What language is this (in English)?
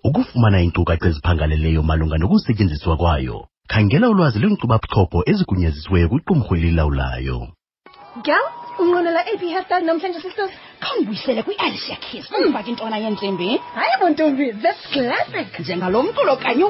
Xhosa